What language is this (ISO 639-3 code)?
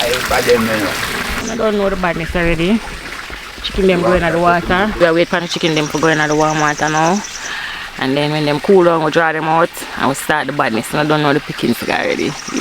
jam